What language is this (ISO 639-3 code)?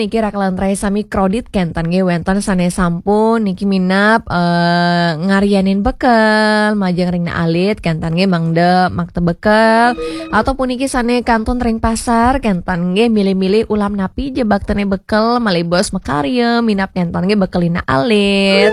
ban